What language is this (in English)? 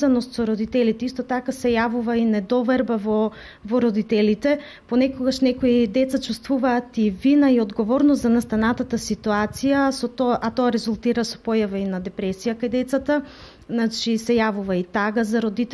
Macedonian